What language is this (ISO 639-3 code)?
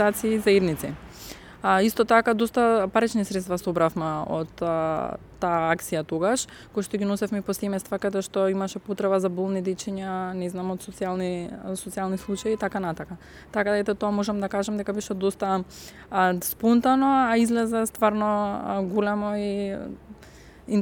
mkd